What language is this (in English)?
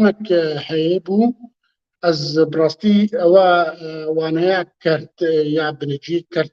Kurdish